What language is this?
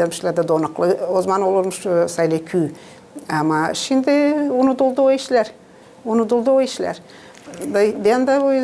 Gagauz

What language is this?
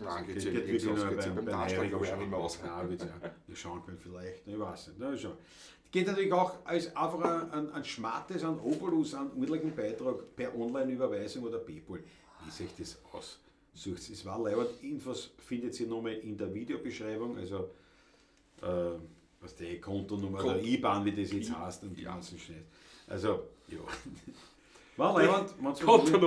Bavarian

